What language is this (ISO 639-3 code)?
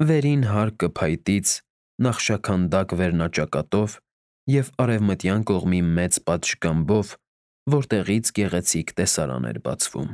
hye